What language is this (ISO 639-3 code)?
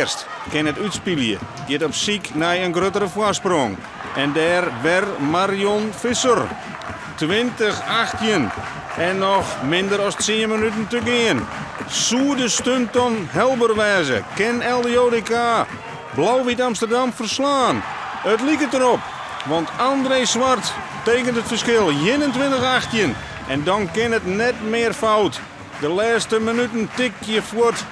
fry